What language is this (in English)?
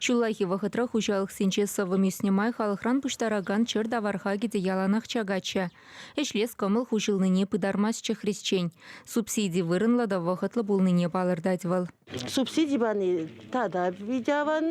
Chuvash